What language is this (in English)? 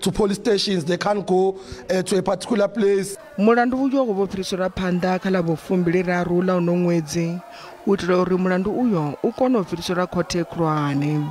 Venda